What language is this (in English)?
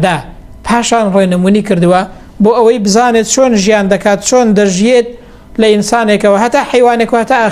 Central Kurdish